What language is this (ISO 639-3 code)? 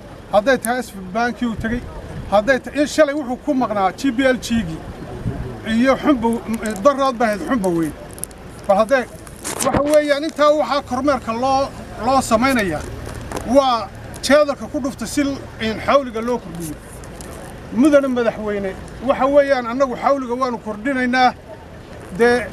som